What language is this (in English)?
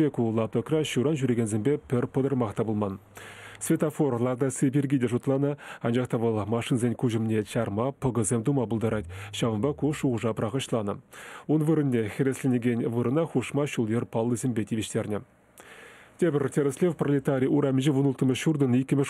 Chuvash